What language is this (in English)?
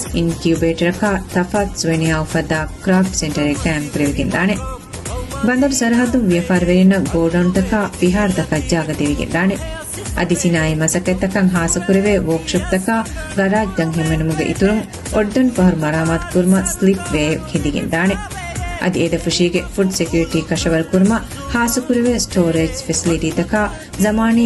Divehi